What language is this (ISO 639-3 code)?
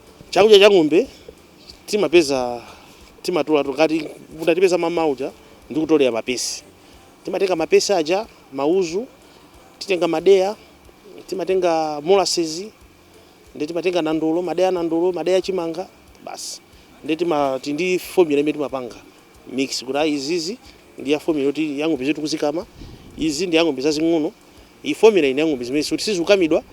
nya